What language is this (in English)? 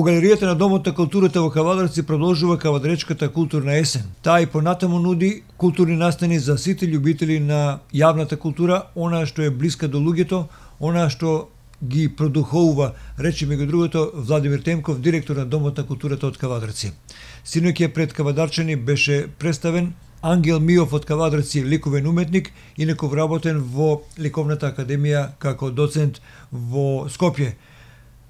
Macedonian